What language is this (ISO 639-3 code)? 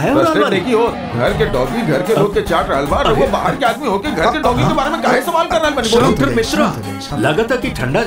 bho